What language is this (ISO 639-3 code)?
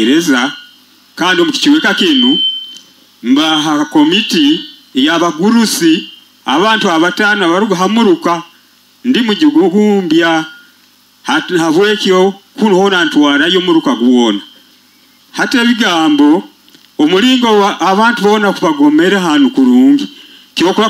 nyo